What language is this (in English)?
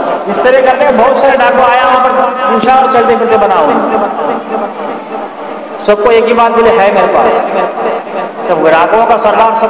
Urdu